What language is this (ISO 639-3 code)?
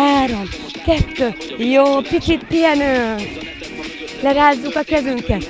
hun